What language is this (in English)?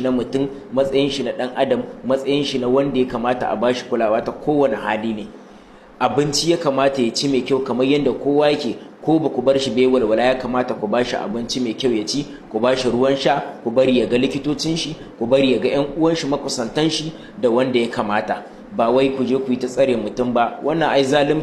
Hausa